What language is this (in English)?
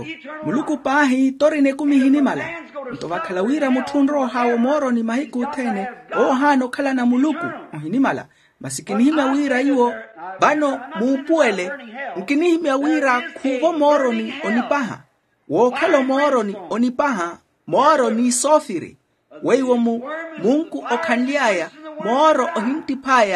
Makhuwa